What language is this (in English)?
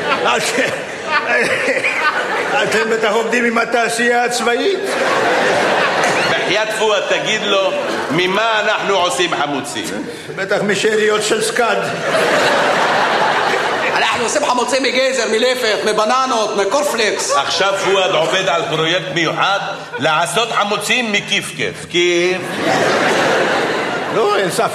Hebrew